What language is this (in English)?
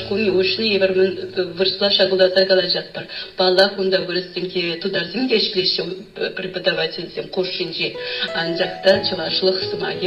Chuvash